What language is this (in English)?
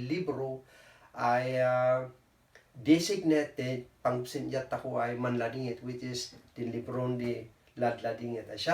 Kankanaey